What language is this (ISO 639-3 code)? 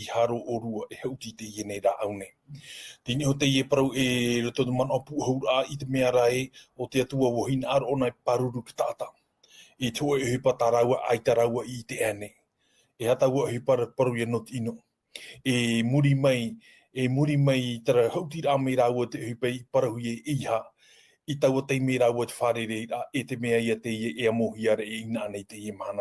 tah